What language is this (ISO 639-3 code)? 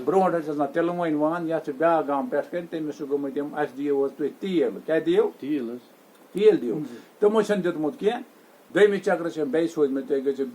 kas